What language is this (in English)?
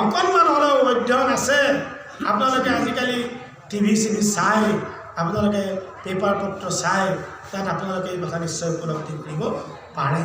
Assamese